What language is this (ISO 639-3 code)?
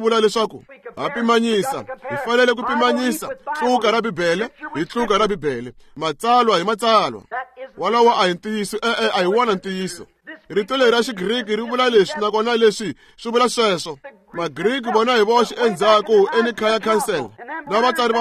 tso